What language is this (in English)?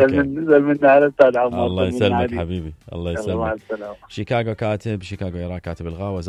Mesopotamian Arabic